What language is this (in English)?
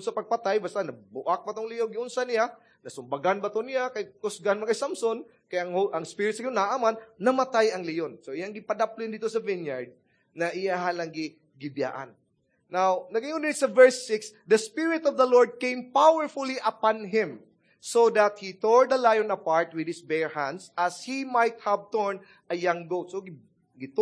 Cebuano